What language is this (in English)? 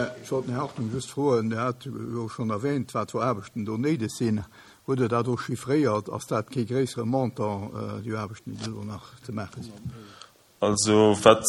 Luxembourgish